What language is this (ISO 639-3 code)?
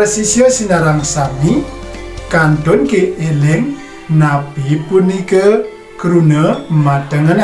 ban